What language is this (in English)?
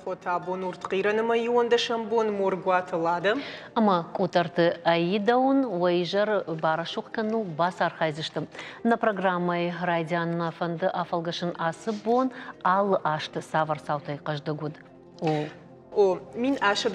Ossetic